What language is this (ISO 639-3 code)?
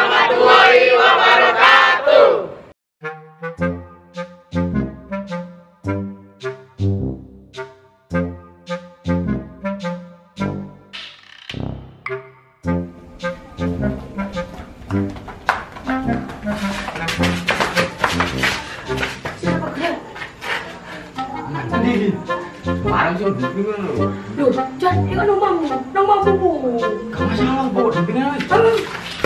jav